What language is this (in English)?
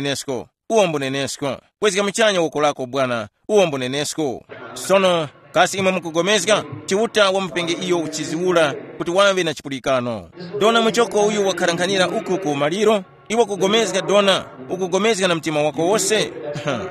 Tumbuka